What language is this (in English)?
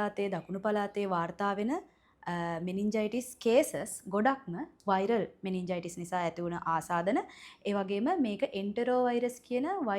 Sinhala